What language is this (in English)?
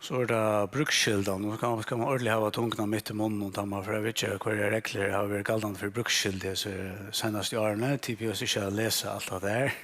Faroese